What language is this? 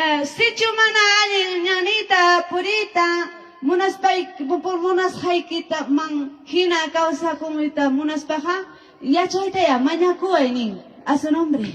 Ayacucho Quechua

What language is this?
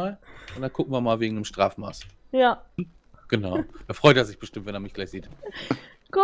German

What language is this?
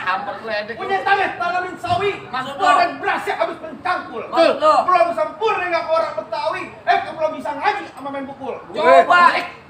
Betawi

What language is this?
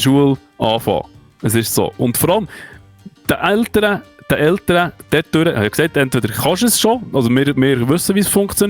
Swiss German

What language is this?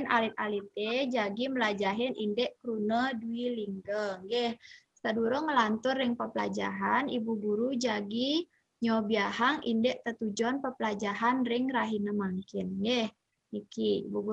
Balinese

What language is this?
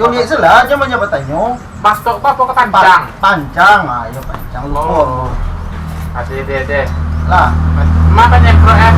Minangkabau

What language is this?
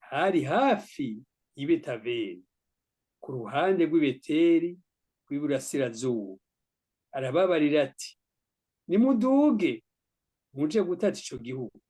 Rundi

